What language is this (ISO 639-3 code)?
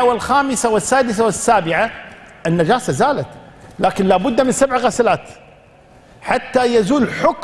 ara